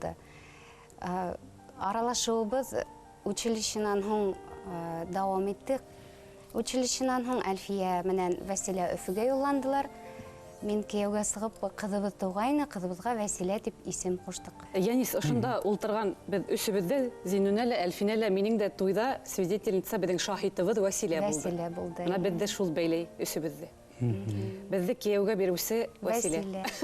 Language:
Bashkir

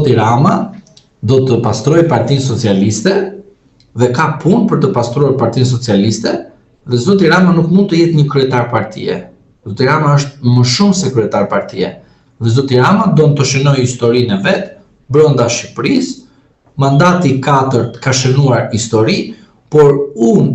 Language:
Albanian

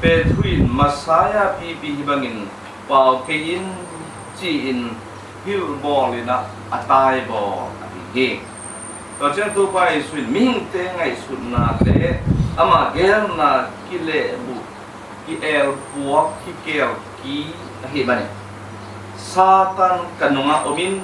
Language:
Tedim Chin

